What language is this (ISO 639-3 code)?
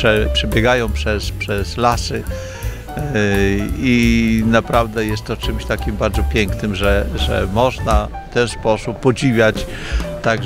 pol